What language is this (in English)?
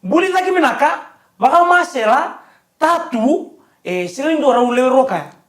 Fijian